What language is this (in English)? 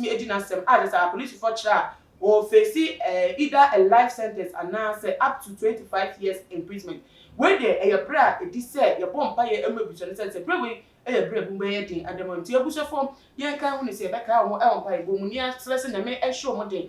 Akan